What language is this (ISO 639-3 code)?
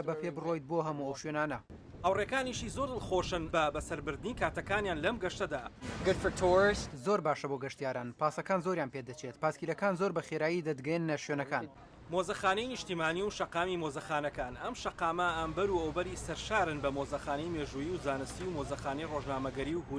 ckb